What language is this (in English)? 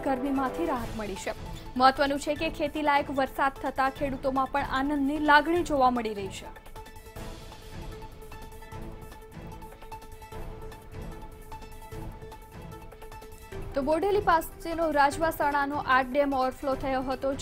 Gujarati